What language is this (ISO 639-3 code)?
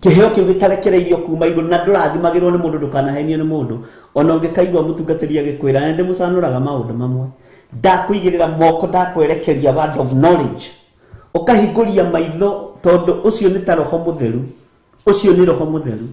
kik